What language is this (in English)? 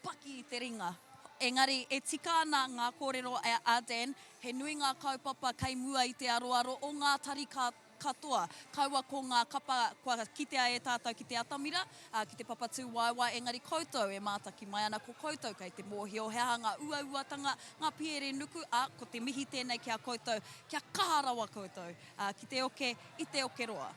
Māori